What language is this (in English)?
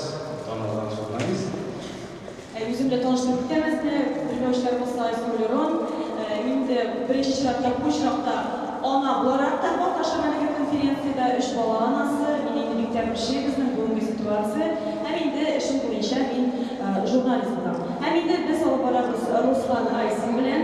Tatar